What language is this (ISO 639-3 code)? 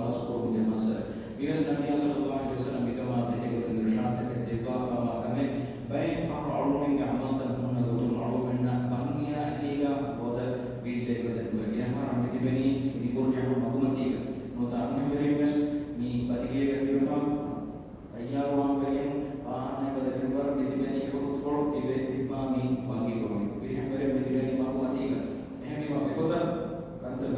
div